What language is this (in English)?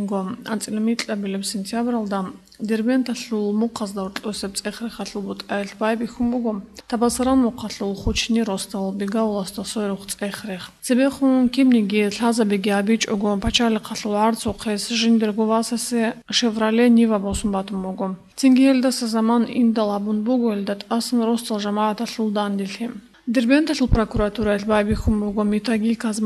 Avaric